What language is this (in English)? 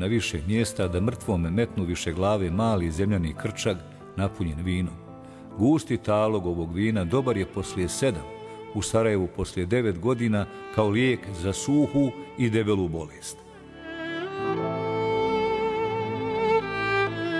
Bosnian